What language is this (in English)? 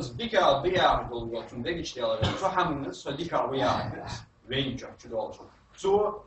Ingush